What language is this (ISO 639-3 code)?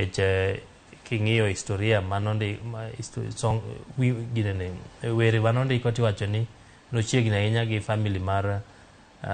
luo